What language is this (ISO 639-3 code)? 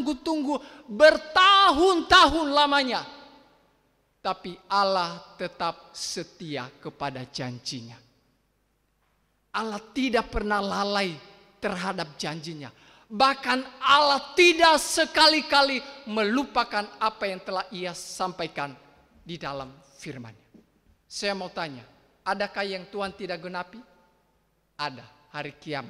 ind